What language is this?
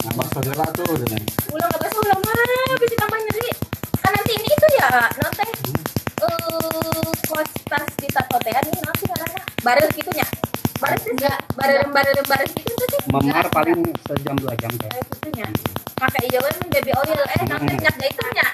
Sundanese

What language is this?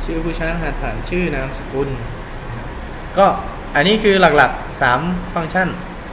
Thai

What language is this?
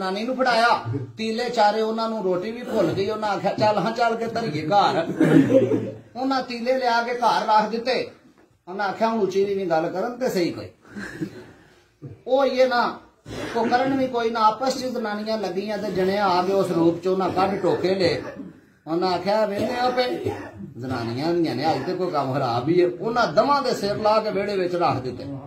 Punjabi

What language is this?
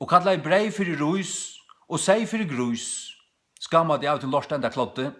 Faroese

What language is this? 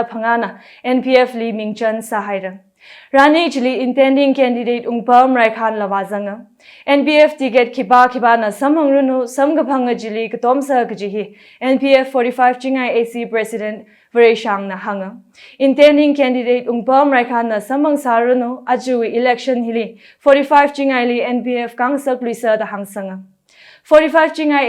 Tangkhul Naga (India)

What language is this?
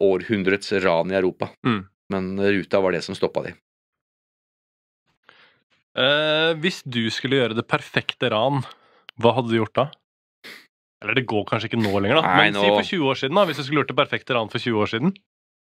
Norwegian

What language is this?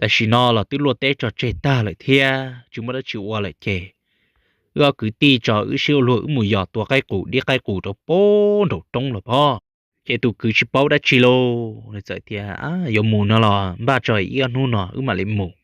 Hmong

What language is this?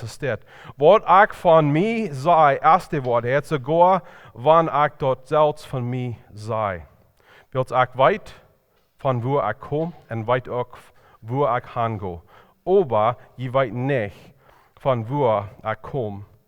Plautdietsch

